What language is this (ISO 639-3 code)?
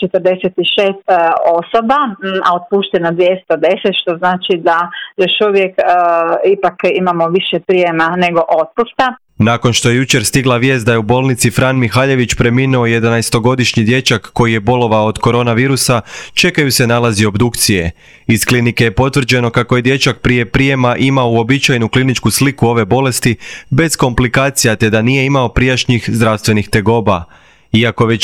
hrv